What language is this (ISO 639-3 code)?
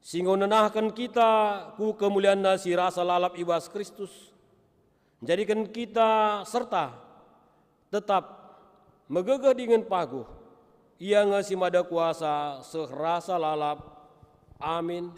btx